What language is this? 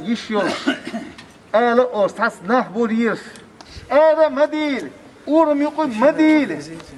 Chechen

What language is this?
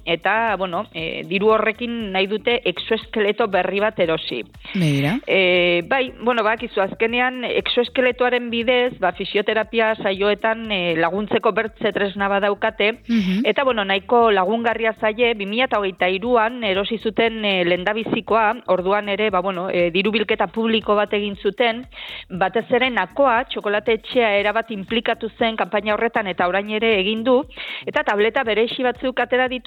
Basque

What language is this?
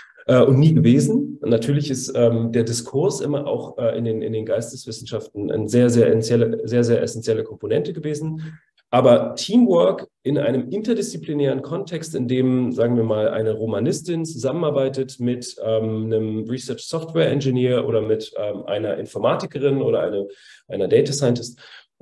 German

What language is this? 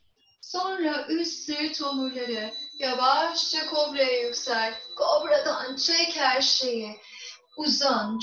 Turkish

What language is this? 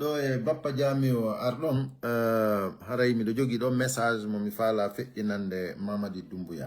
Pular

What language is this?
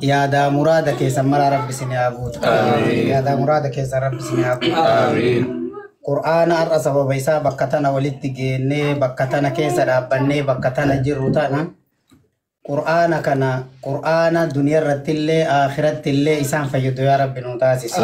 Oromo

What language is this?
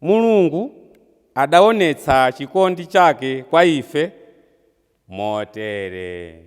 Nyanja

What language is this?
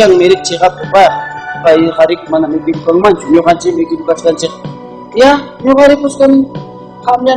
Ayacucho Quechua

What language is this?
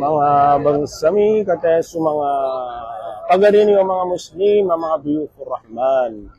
Maranao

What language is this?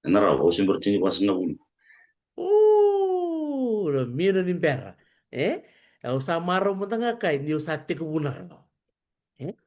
Fijian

